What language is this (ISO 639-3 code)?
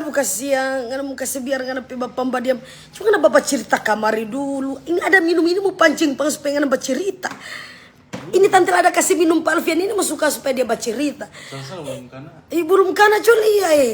xmm